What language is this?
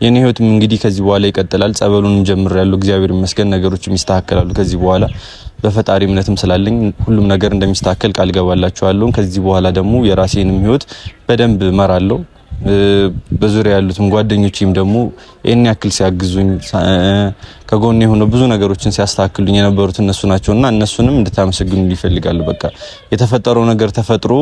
Amharic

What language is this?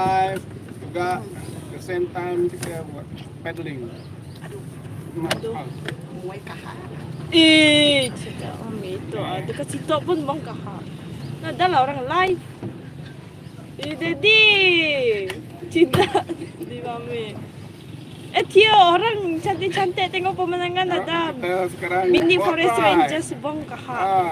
Malay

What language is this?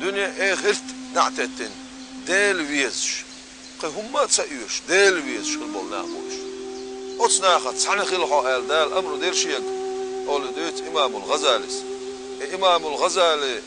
Chechen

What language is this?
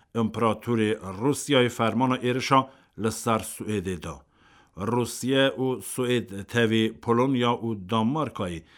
Kurdish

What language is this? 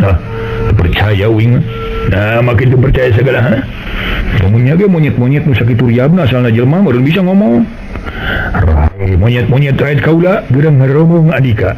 Sundanese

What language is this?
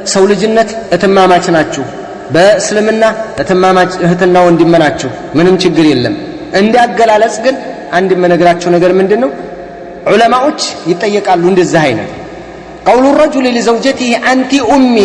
Amharic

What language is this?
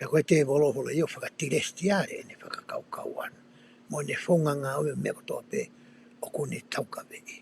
Tongan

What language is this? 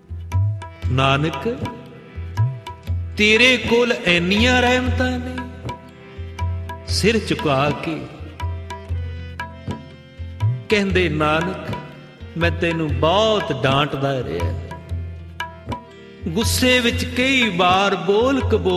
Punjabi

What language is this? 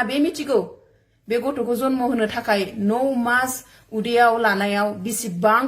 Bodo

